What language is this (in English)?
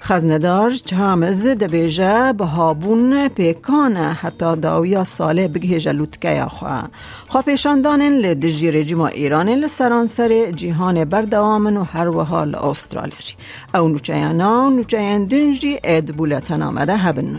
Kurdish